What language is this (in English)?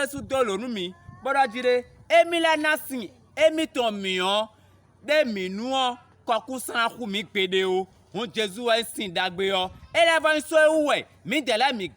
Fon